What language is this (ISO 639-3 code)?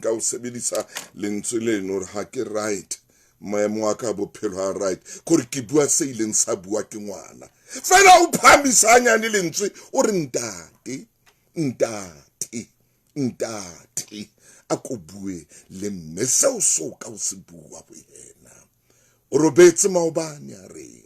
sot